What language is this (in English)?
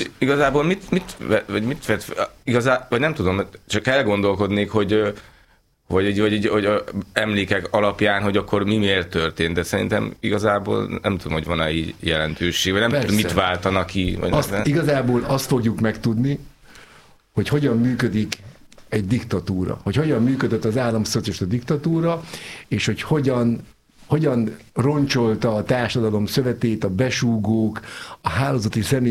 Hungarian